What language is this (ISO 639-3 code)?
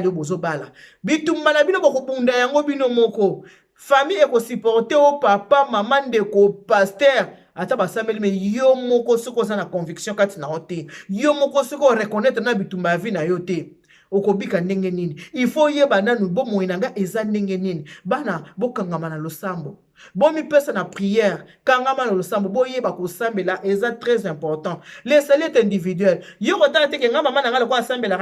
lin